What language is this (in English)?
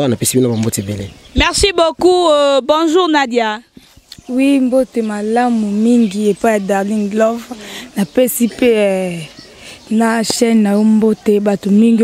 Lingala